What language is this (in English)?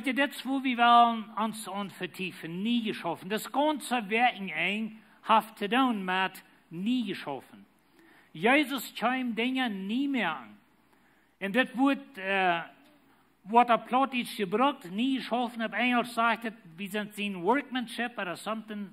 Plautdietsch